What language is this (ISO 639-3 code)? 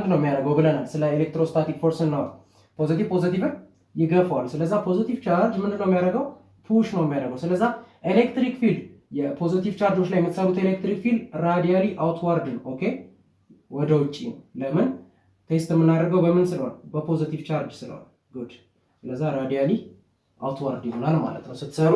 amh